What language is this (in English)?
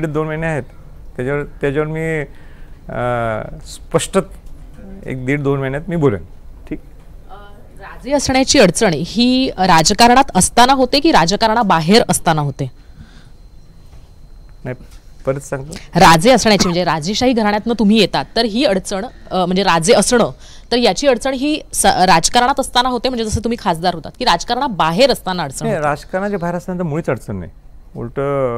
Marathi